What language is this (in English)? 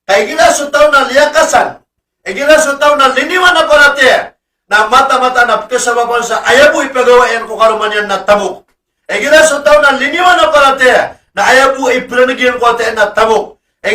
Maranao